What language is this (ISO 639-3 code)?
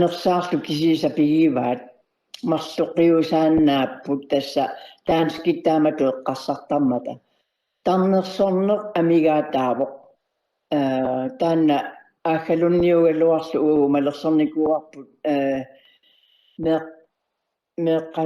kal